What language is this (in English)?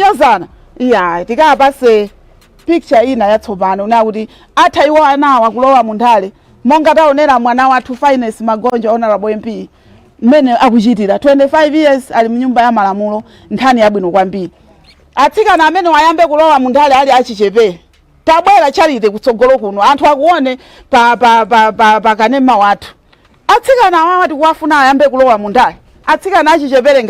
Nyanja